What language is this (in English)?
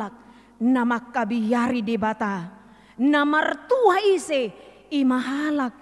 Batak Toba